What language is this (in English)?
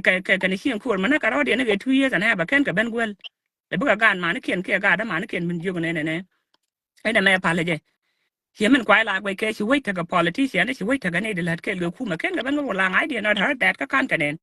Nuer